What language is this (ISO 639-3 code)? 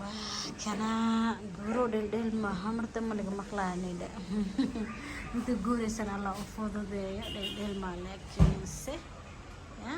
som